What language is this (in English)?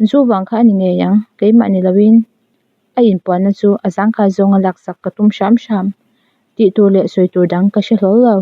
Mizo